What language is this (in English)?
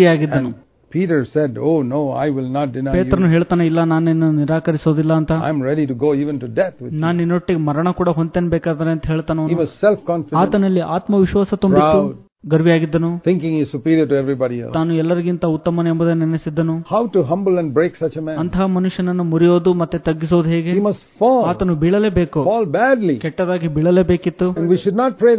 Kannada